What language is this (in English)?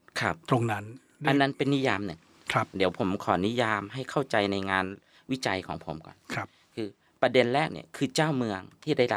Thai